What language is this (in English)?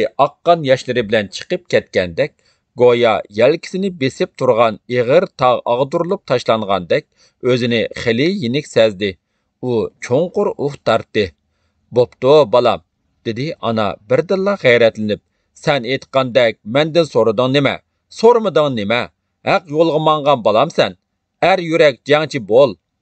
Uyghur